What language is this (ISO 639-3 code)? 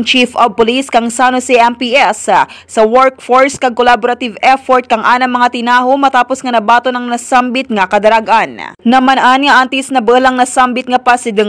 hil